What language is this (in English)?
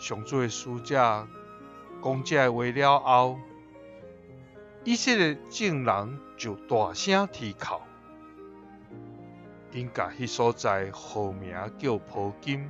Min Nan Chinese